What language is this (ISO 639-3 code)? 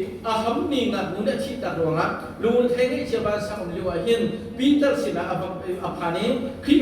cnh